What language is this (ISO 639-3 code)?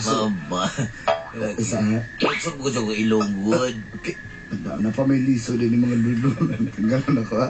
ceb